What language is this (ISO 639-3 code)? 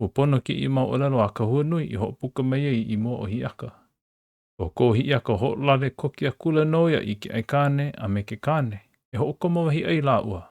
haw